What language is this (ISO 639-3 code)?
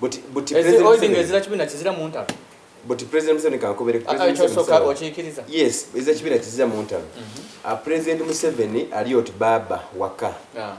xog